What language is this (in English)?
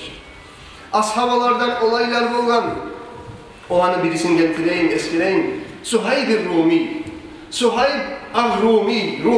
Kumyk